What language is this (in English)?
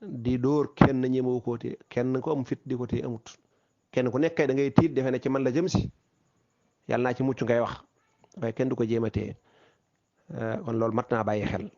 Wolof